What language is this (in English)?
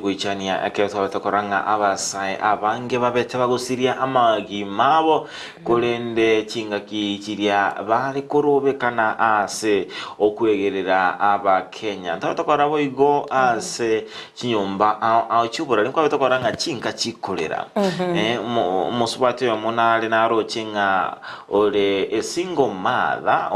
Gusii